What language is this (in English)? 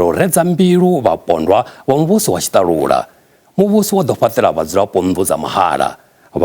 Venda